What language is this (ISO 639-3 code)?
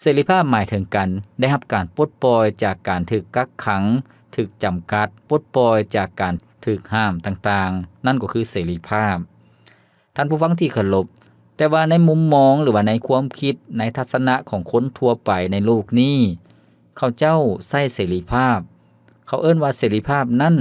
lao